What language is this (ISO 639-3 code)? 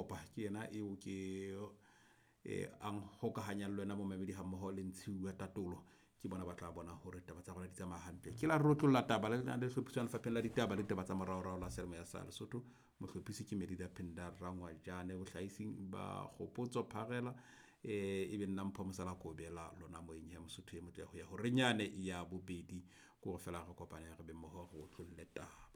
sot